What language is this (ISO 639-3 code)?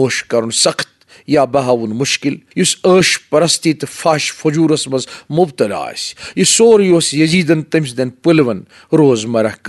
kas